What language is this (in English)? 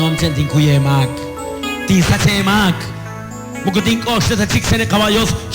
Kekchí